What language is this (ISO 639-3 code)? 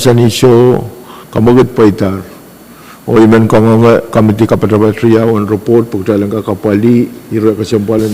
pon